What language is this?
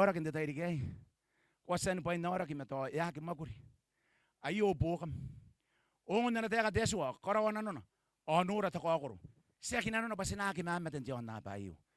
Gilbertese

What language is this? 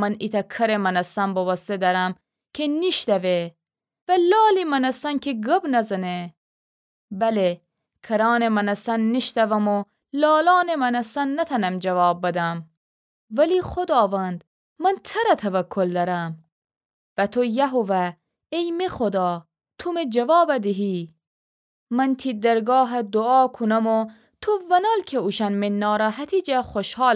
Gilaki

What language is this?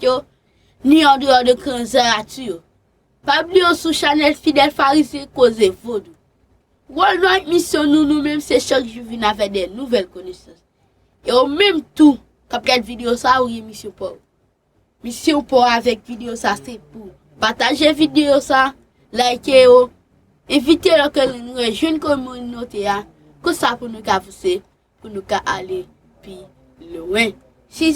Haitian Creole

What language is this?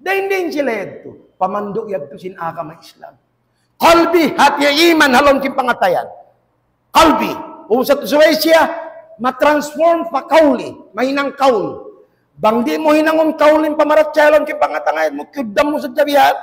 Tausug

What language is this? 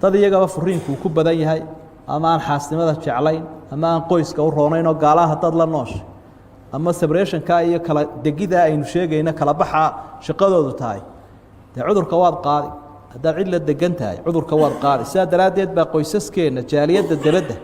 Somali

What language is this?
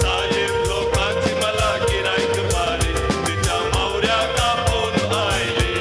Konkani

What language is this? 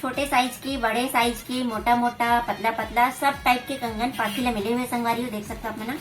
Chhattisgarhi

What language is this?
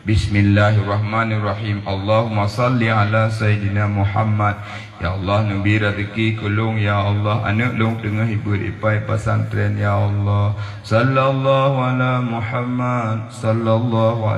Achinese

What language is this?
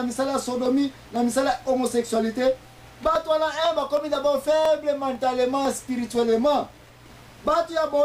Lingala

